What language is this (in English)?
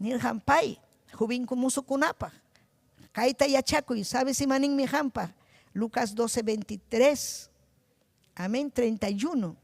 Ayacucho Quechua